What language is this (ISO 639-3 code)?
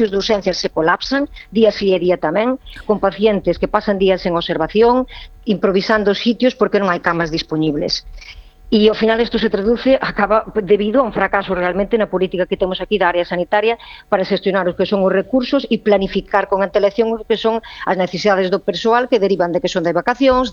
glg